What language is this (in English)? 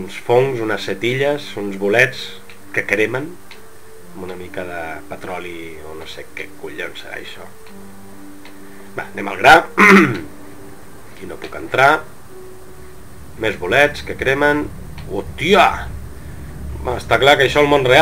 Catalan